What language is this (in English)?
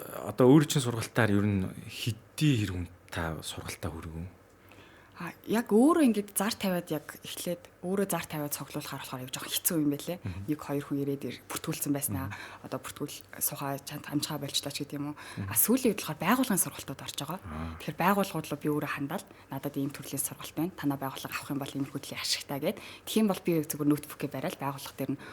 Mongolian